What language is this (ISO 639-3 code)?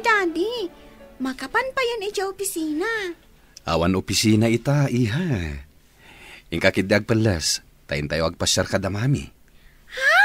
ilo